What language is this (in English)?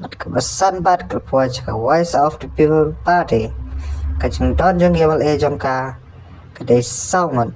Khasi